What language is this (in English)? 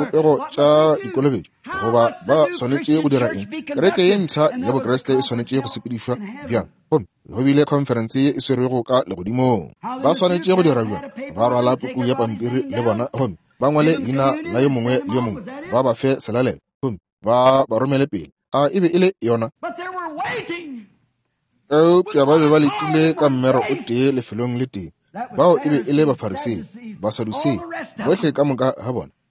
Northern Sotho